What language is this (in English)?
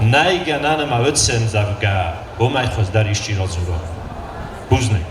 Ossetic